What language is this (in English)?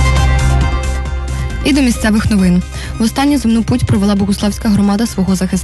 Ukrainian